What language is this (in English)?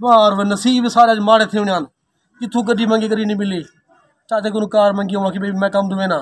Saraiki